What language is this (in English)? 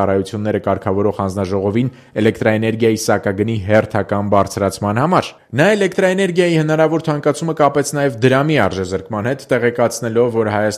Armenian